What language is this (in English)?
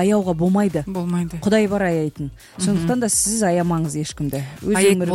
Kazakh